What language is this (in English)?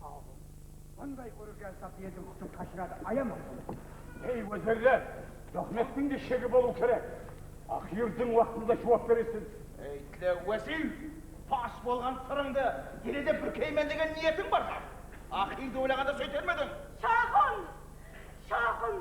Kara-Kalpak